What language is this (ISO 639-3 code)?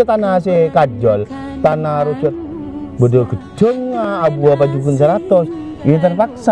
mad